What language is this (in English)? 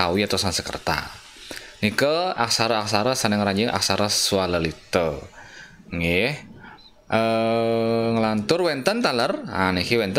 Balinese